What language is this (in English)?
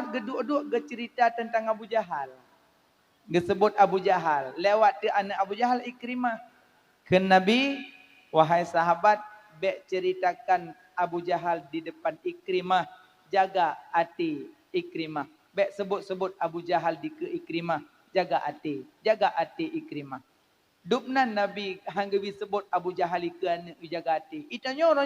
Achinese